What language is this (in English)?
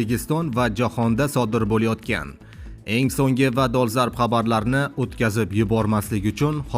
Uzbek